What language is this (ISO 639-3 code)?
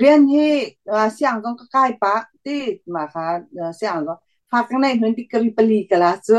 cnh